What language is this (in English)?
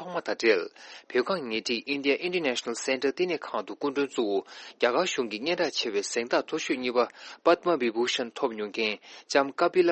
Tibetan